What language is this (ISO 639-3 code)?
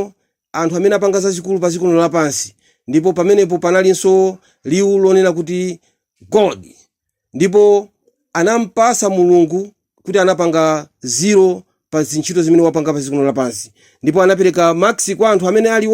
nya